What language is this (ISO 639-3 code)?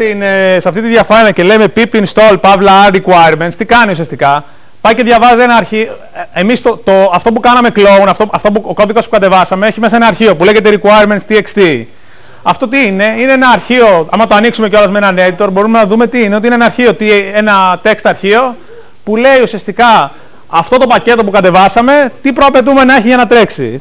ell